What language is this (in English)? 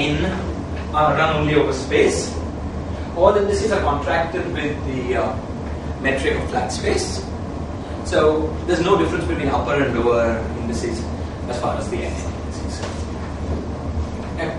English